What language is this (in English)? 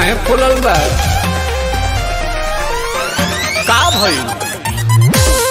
Bhojpuri